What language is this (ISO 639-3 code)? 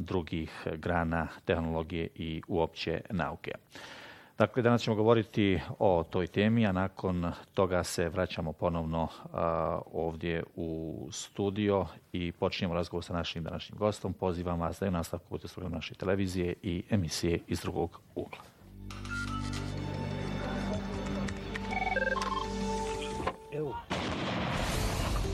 bos